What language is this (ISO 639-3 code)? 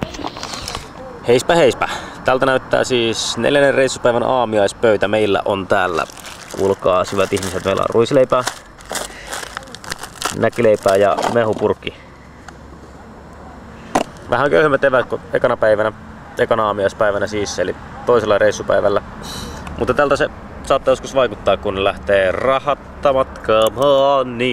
fin